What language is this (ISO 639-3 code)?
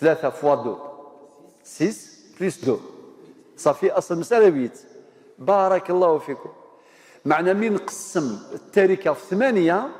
kab